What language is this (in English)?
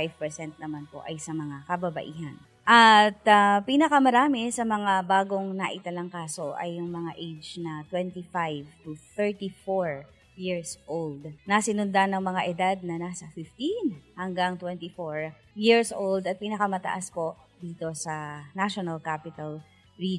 Filipino